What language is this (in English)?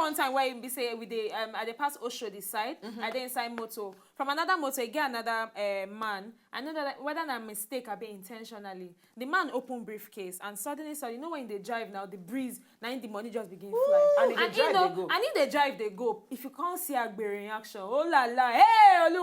Nigerian Pidgin